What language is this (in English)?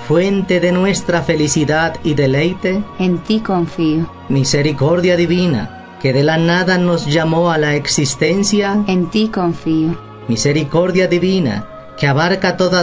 Spanish